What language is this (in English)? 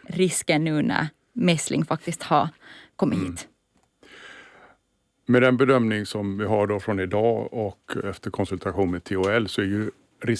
Swedish